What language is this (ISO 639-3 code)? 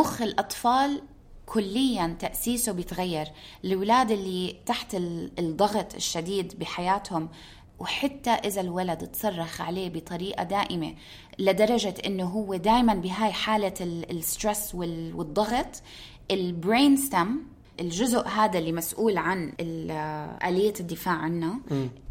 apc